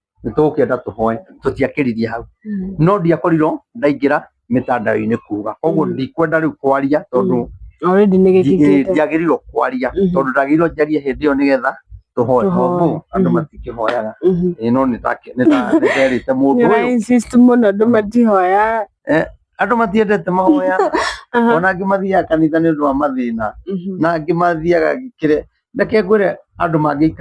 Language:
Kikuyu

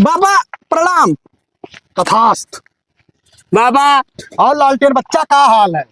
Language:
Awadhi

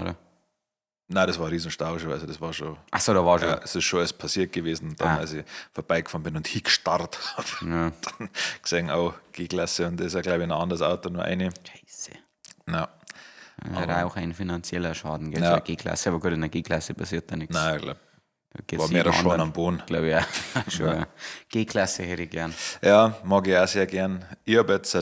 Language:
Bavarian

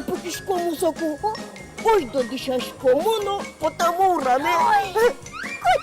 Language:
Udmurt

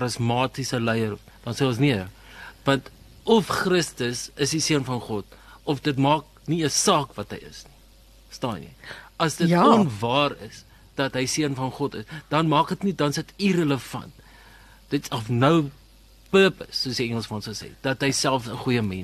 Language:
Afrikaans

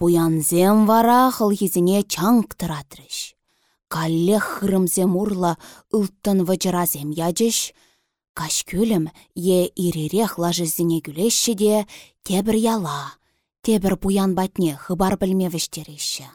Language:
Chuvash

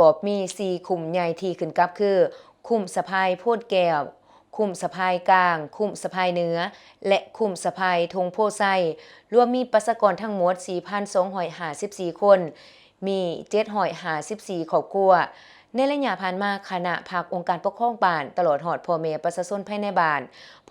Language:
Lao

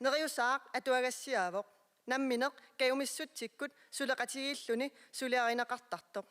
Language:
Kalaallisut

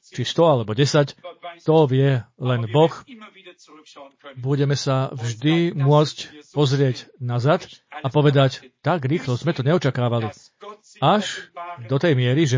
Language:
Slovak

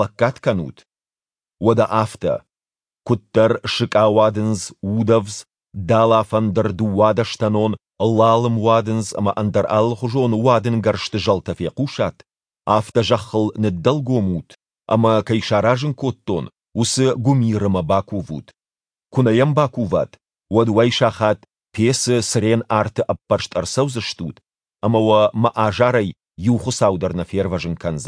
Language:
Ossetic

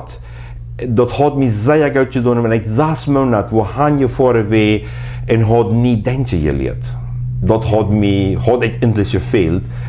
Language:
Plautdietsch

